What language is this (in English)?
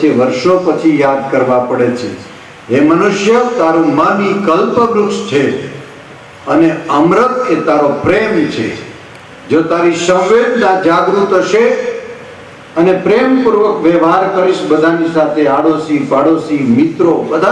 Gujarati